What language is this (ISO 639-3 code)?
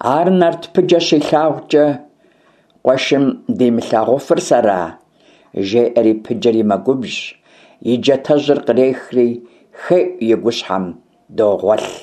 kbd